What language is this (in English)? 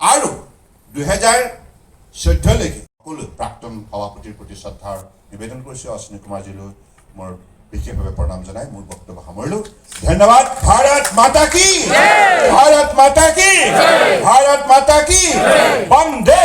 Assamese